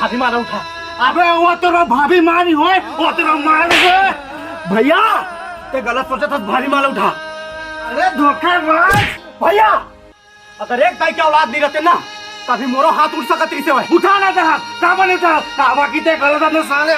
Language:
Chhattisgarhi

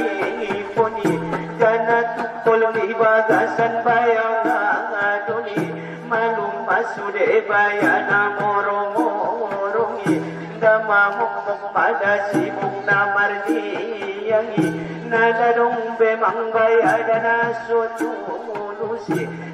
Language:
Batak Angkola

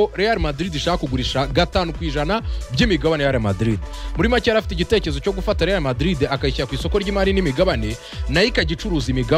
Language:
Kinyarwanda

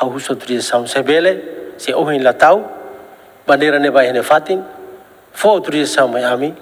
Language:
Tetum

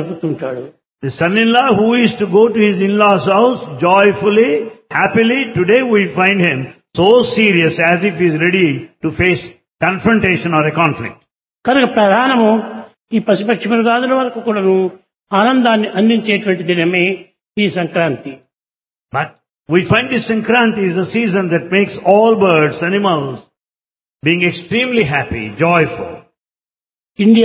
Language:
Telugu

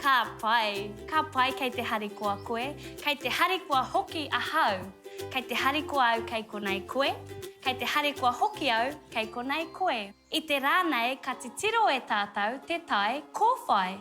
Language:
Māori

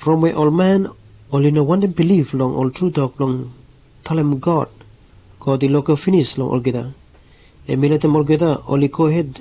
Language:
Bislama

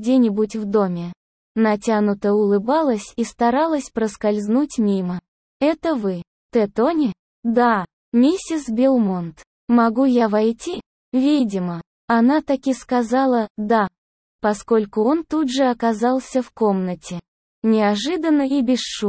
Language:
Russian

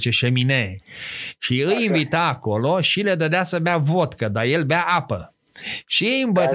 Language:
Romanian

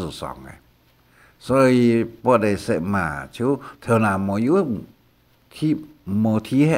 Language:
Hakka Chinese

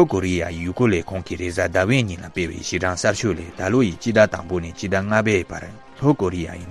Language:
Tibetan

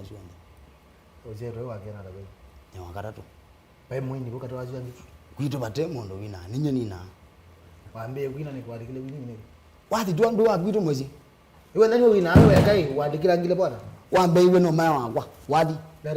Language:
Kamba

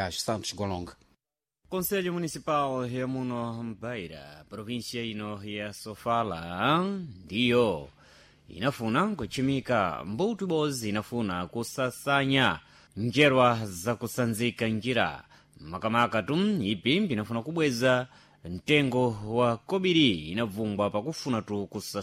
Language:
Sena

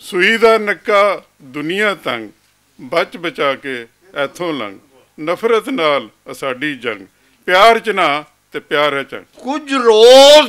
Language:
Western Panjabi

